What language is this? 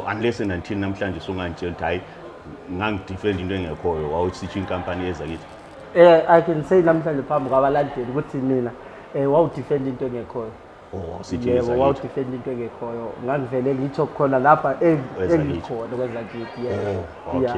Zulu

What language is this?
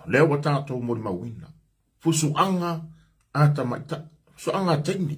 Samoan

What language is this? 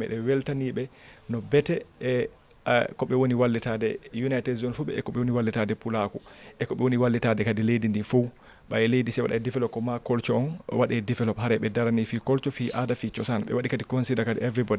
Fula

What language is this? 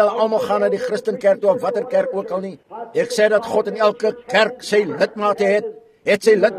Afrikaans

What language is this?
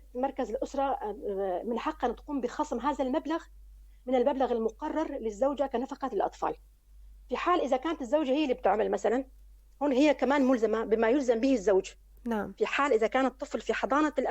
North Levantine Arabic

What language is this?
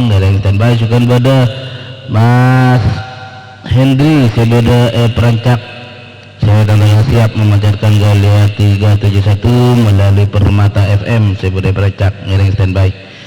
Madurese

